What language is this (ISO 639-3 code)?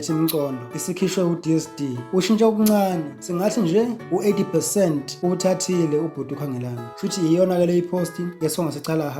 zul